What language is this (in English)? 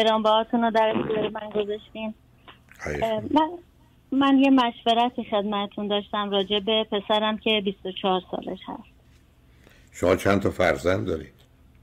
Persian